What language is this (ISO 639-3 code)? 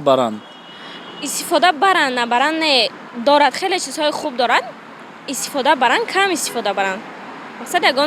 tgk